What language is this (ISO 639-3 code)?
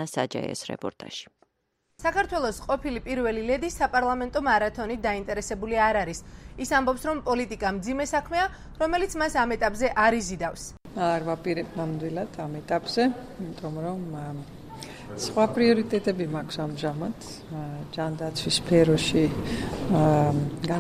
kat